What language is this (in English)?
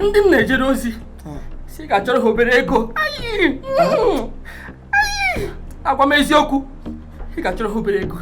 Igbo